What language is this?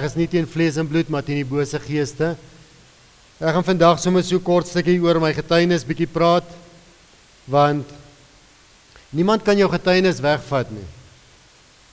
Afrikaans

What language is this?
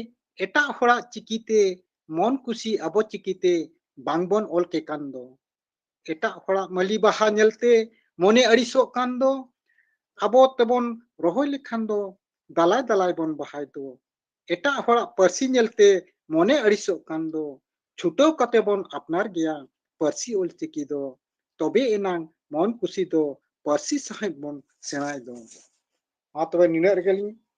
Santali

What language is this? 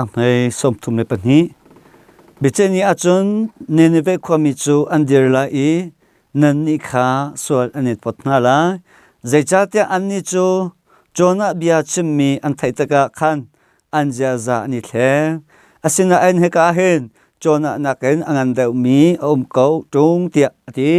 Hakha Chin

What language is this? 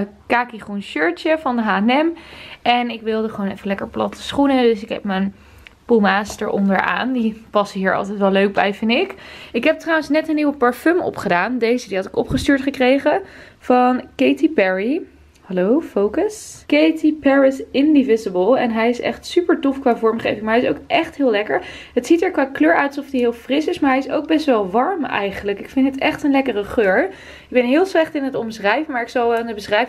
Dutch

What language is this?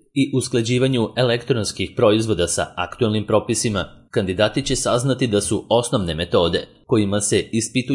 Serbian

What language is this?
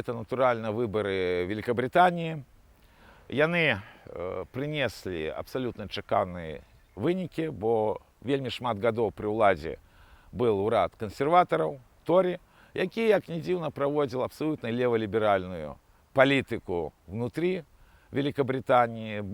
Belarusian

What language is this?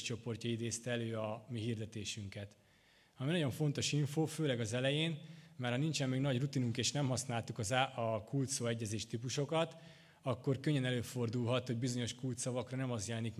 Hungarian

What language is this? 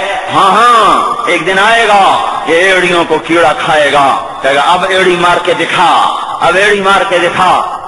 Urdu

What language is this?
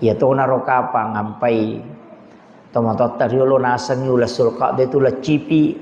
Buginese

